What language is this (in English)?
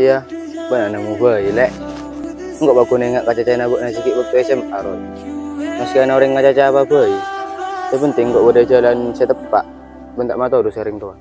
Madurese